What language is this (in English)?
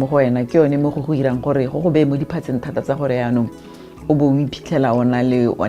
Tswana